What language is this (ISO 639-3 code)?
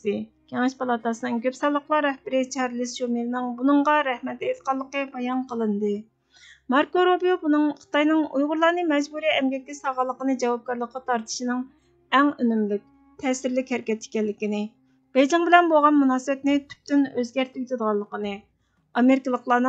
uig